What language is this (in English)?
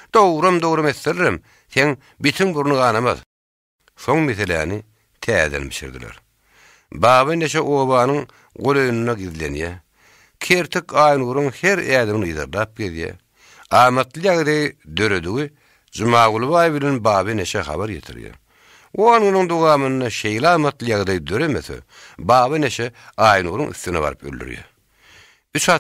Turkmen